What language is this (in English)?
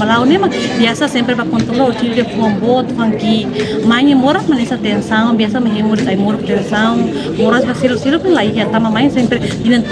Tetum